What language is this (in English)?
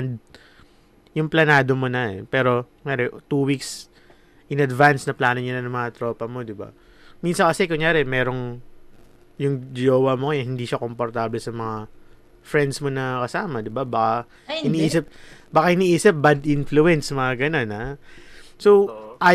Filipino